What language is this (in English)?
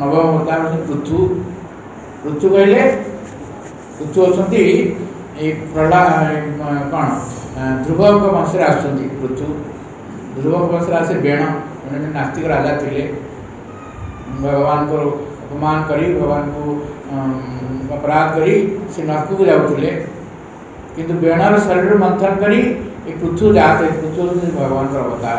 Odia